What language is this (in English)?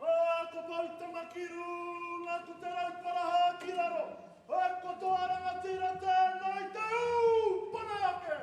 Māori